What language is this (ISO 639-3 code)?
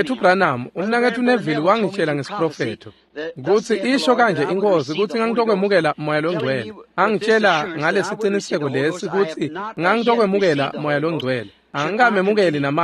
ssw